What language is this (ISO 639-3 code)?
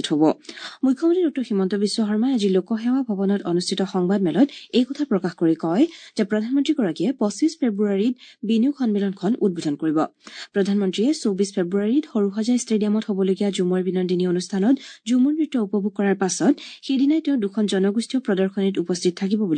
asm